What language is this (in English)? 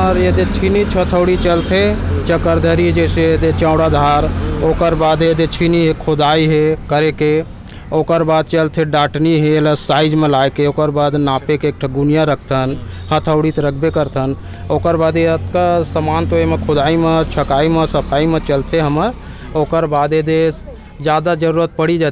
Chhattisgarhi